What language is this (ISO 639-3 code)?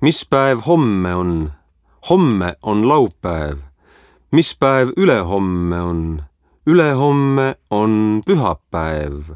est